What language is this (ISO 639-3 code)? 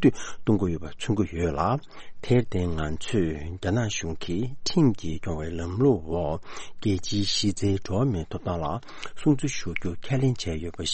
bod